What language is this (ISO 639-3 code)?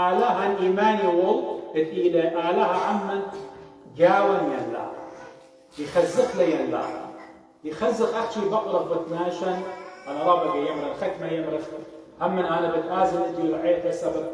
aii